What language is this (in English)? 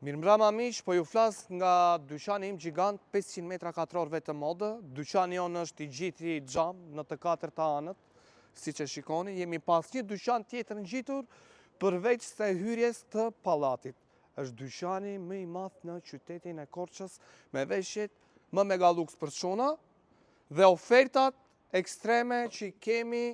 Albanian